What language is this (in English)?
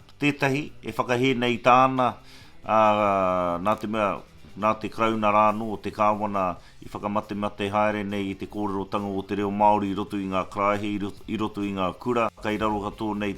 Māori